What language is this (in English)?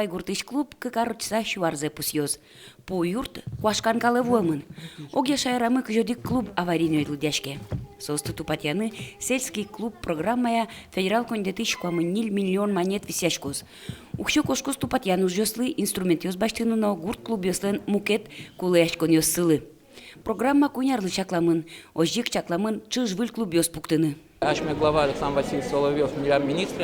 Udmurt